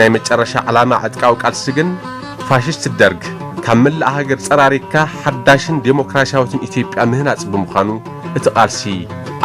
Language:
Tigrinya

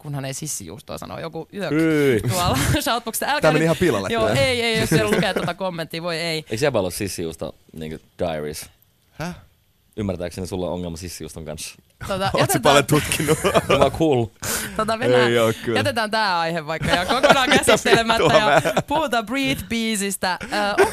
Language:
Finnish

